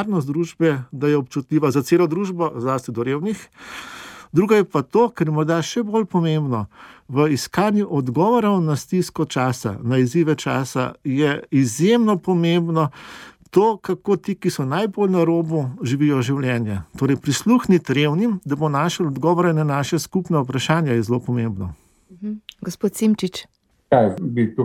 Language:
Slovenian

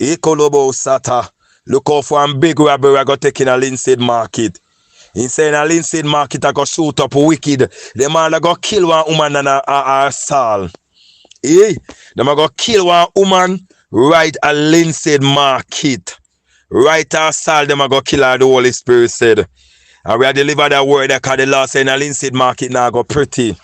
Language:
Jamaican Creole English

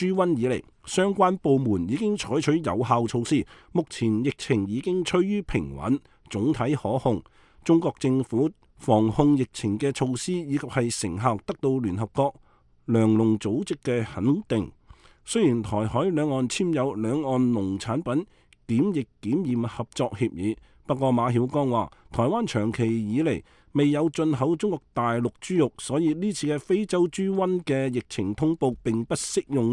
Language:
Cantonese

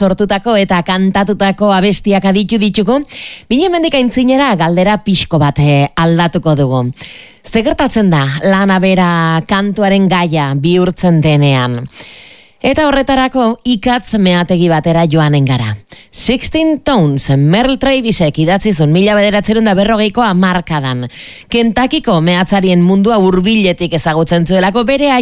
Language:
Basque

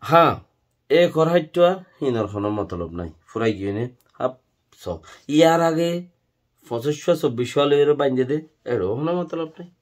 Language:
Rohingya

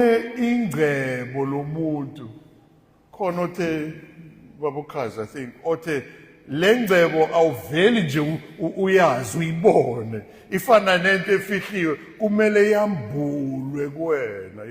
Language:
Zulu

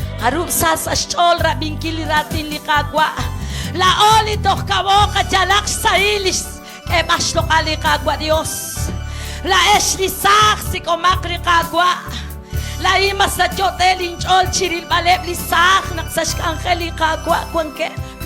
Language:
Kekchí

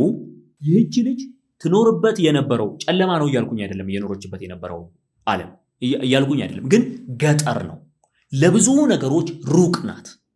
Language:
Amharic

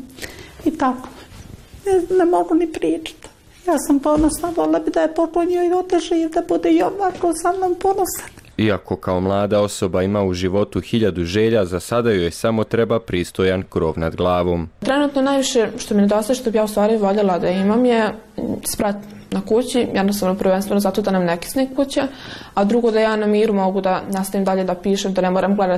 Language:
Bosnian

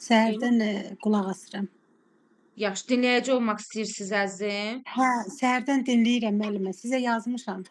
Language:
Azerbaijani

